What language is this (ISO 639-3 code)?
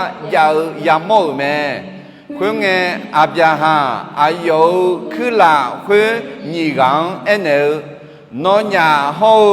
ahk